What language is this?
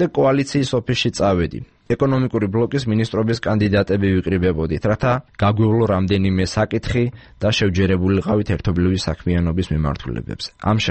Georgian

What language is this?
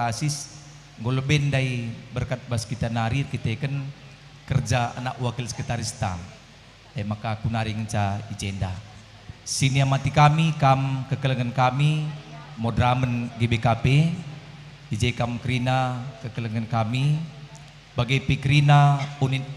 Batak Karo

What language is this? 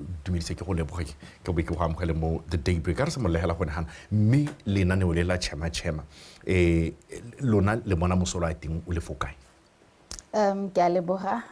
Tswana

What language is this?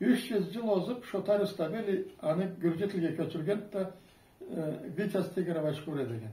Karachay-Balkar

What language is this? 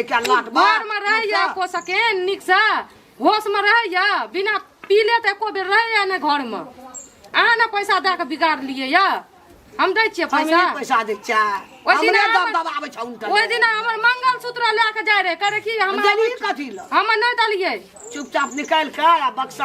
Maithili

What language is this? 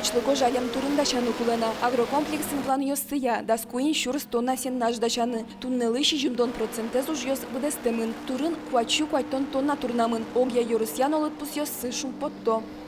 Udmurt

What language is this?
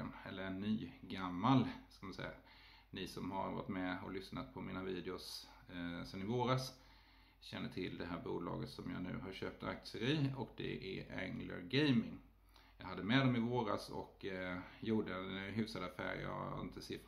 Swedish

